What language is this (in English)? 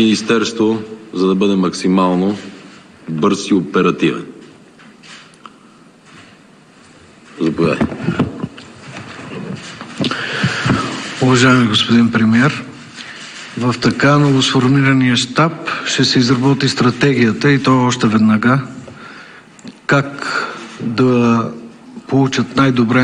Bulgarian